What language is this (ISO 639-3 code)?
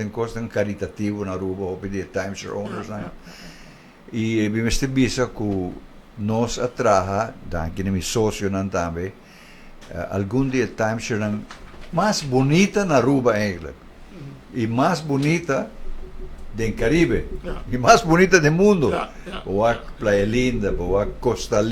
pap